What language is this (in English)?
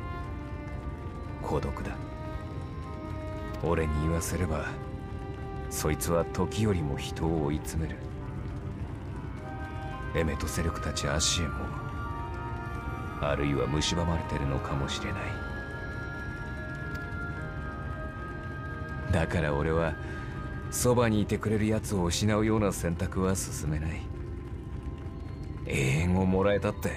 Japanese